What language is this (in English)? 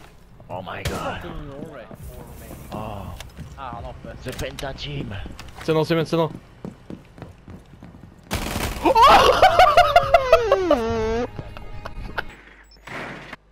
Norwegian